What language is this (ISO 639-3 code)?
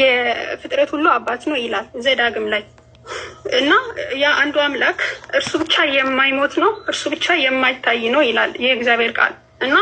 amh